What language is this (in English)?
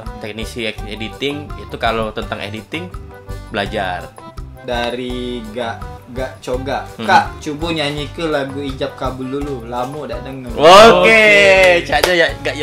Musi